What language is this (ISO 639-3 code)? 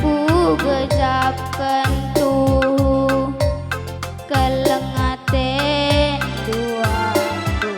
btx